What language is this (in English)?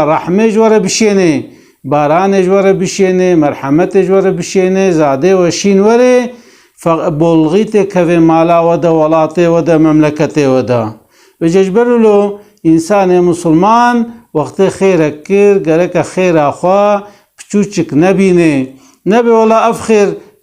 Kurdish